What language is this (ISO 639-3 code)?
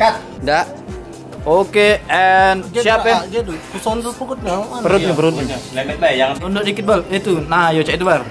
mui